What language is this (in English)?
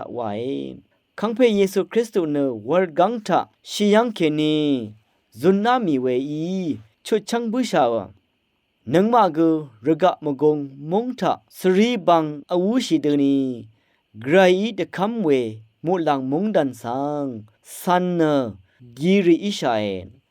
Rawang